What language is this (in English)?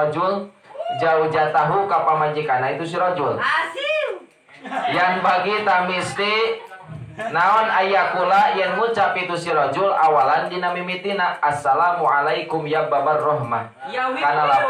Sundanese